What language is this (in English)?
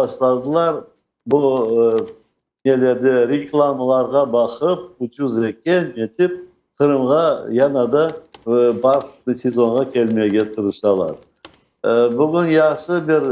Crimean Tatar